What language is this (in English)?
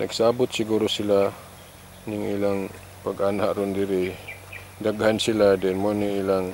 Cebuano